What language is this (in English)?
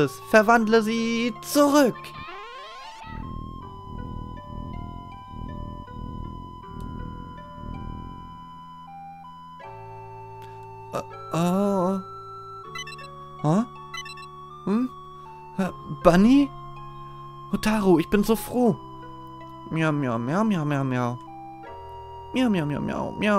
German